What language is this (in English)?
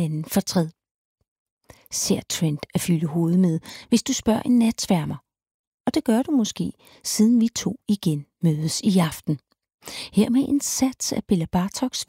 Danish